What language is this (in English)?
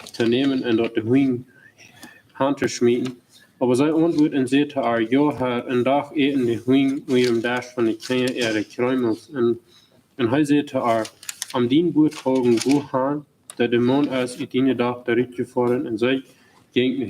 Plautdietsch